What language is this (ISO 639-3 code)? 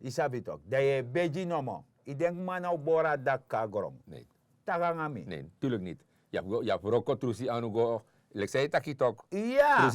srn